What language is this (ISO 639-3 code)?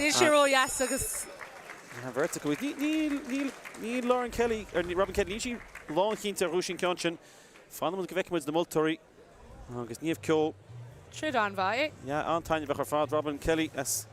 gle